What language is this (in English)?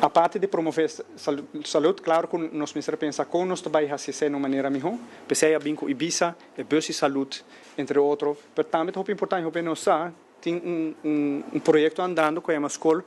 Papiamento